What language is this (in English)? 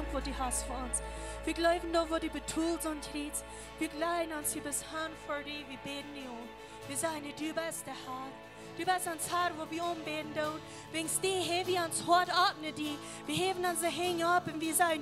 Plautdietsch